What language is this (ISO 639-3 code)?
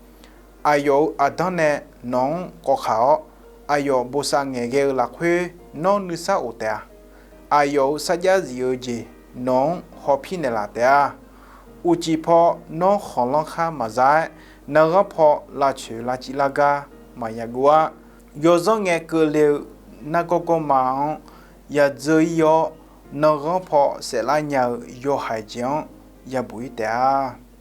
ahk